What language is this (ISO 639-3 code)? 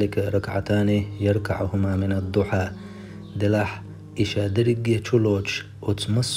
che